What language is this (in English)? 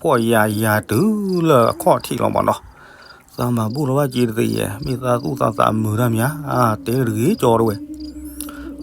S'gaw Karen